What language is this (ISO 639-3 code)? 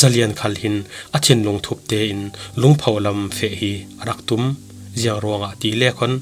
cfm